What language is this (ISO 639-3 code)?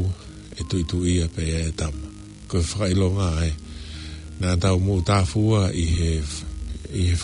ton